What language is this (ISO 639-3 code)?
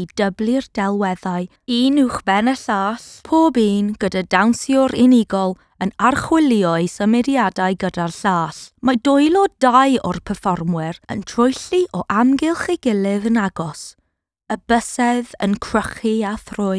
cym